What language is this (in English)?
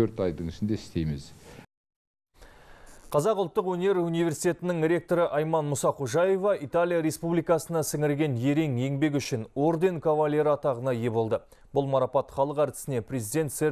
Kazakh